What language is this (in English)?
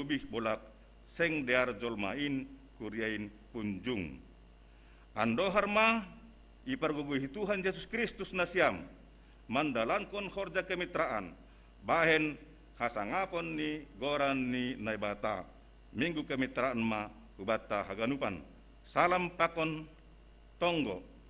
Batak Simalungun